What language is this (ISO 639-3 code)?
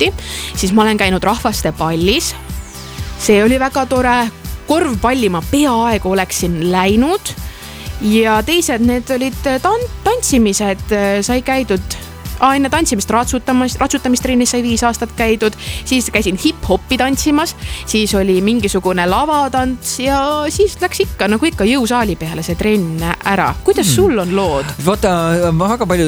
est